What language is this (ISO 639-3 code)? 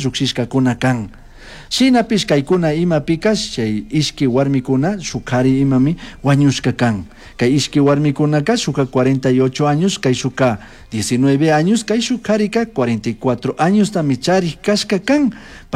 qug